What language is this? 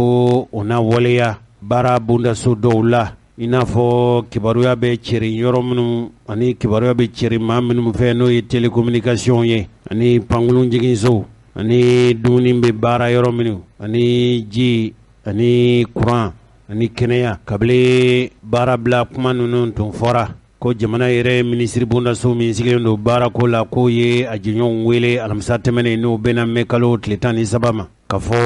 Bambara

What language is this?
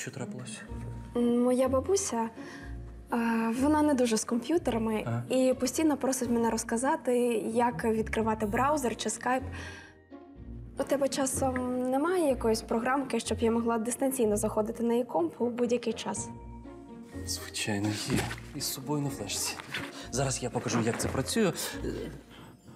Ukrainian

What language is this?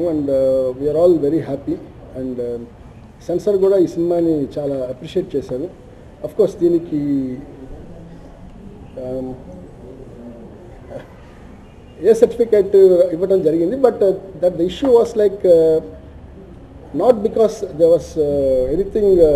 Telugu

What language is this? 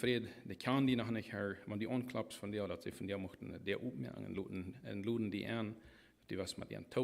Plautdietsch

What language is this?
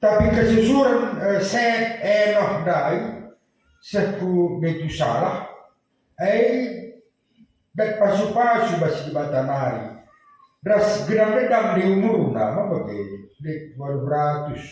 Batak Karo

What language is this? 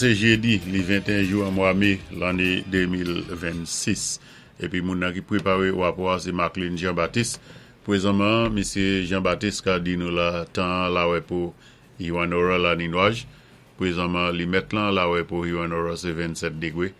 Saint Lucian Creole French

